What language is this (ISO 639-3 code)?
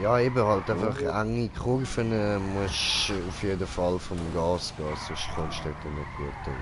gsw